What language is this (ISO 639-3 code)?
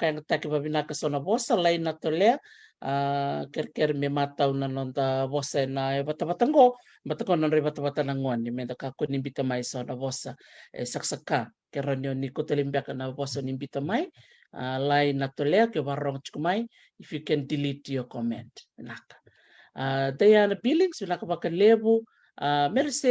fij